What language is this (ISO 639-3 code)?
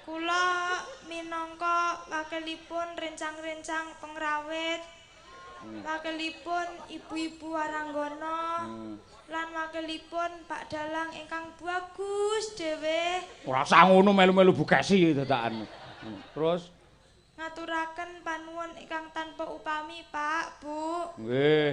jav